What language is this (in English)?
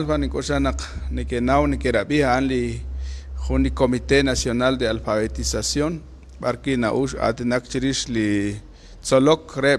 Kekchí